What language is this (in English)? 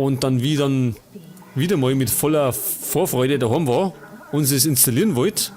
Bavarian